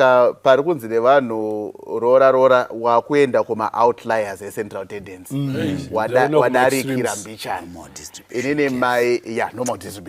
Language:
Shona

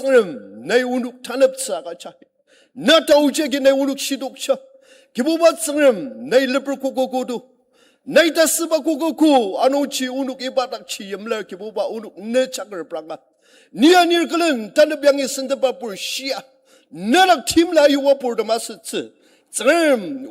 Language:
Ao Naga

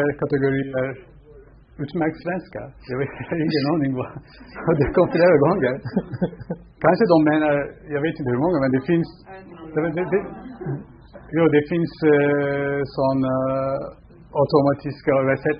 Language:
Swedish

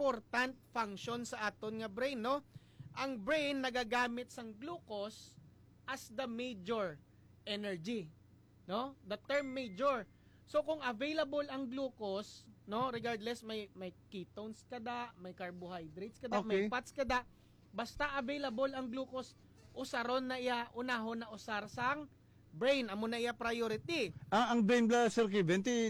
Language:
Hiligaynon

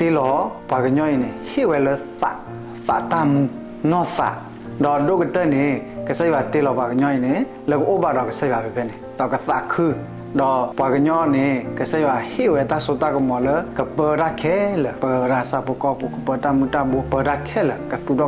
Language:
S'gaw Karen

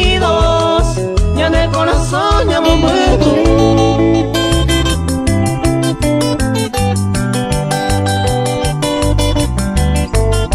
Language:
Spanish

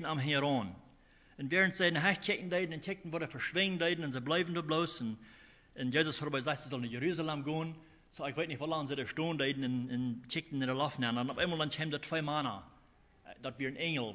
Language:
Plautdietsch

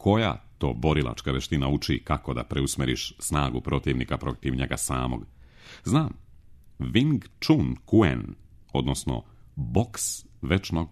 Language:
Serbian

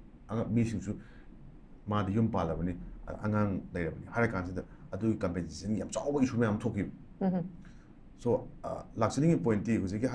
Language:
Manipuri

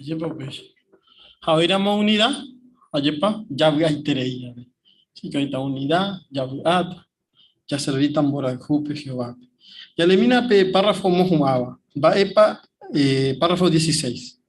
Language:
Guarani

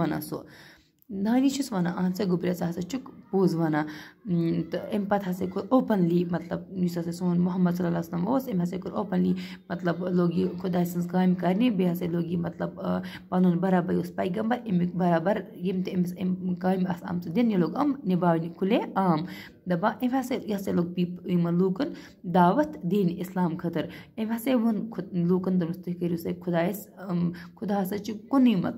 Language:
Kashmiri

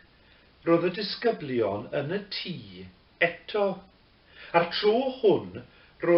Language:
Welsh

